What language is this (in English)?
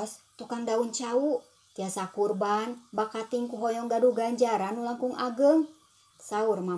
Sundanese